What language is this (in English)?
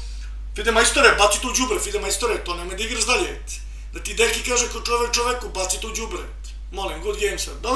Serbian